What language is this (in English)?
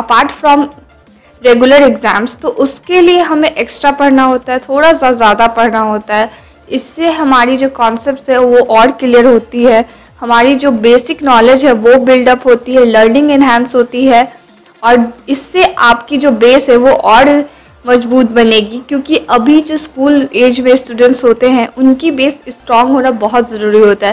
Hindi